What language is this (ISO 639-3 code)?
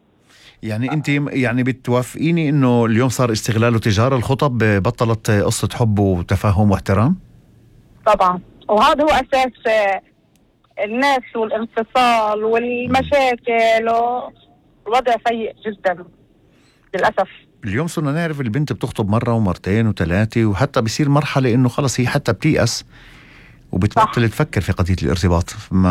apc